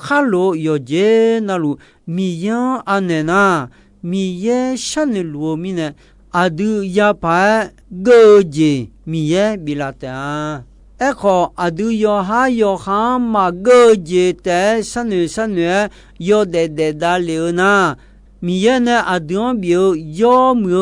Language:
Akha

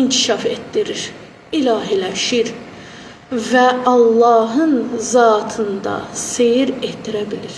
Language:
Azerbaijani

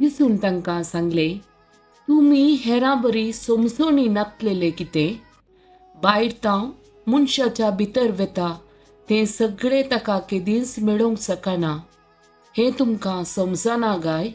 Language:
Konkani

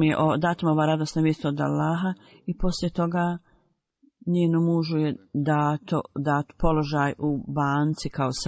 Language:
Bosnian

